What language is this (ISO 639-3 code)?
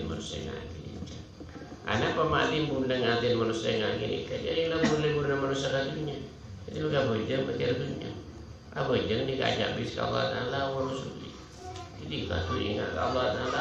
mad